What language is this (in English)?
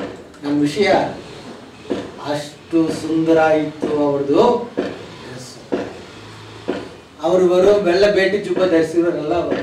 Kannada